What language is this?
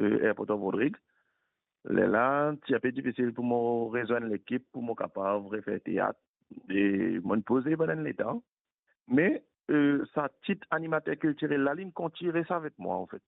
Morisyen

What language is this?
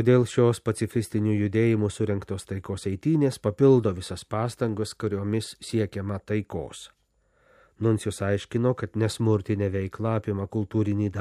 Lithuanian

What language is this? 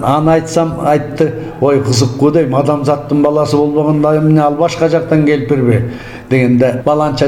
Kyrgyz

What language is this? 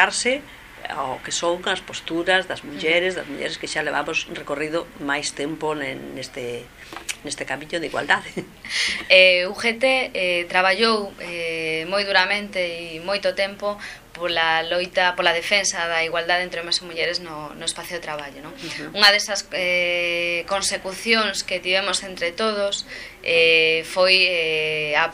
Galician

